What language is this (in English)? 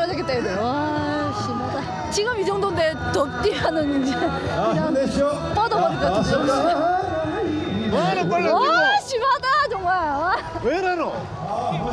Korean